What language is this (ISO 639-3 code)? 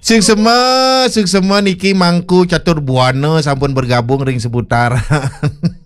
ban